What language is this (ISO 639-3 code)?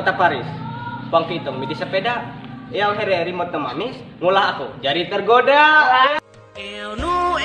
mhy